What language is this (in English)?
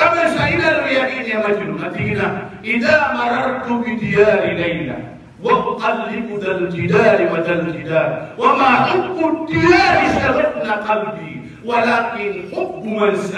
Maranao